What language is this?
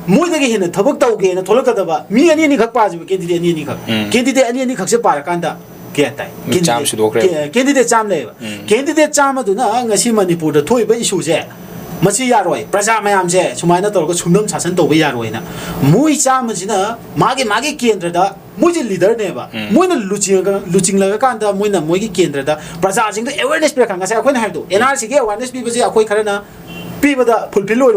Manipuri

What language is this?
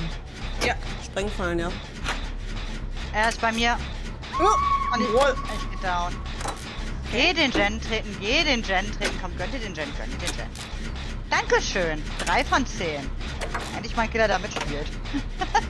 German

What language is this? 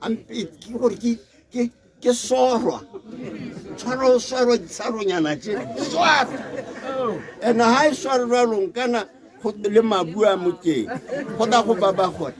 Tswana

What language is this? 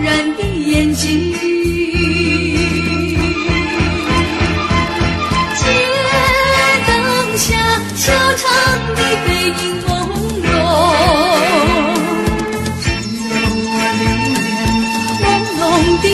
Chinese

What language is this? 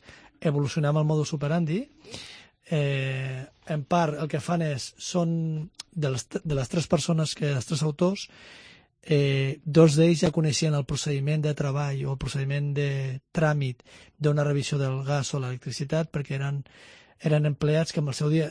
Catalan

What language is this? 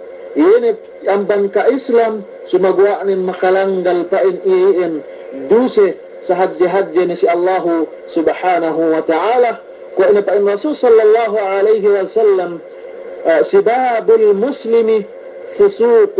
Yakan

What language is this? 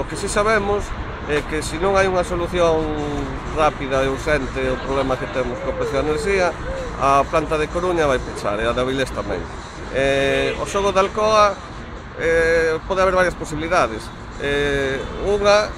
Galician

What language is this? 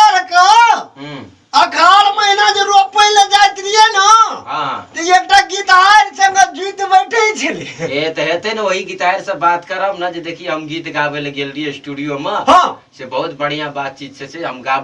Maithili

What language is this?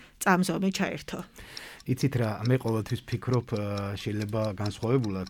Georgian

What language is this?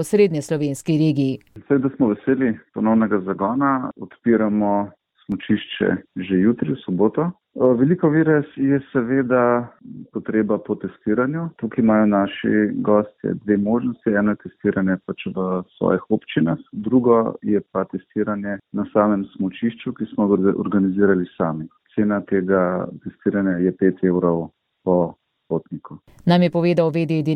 Slovenian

